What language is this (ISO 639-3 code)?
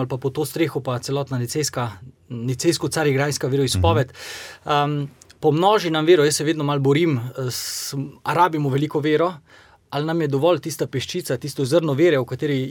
slv